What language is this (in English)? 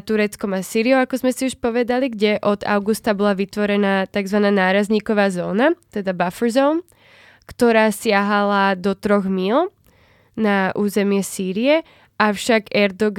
Slovak